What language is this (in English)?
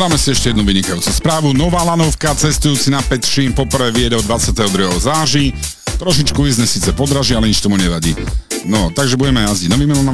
Slovak